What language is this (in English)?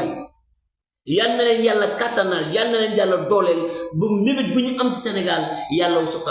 Wolof